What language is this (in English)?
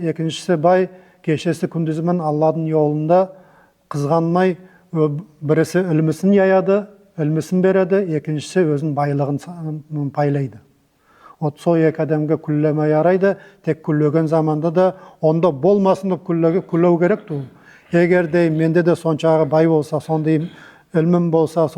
Nogai